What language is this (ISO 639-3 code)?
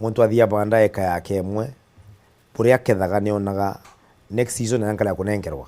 mer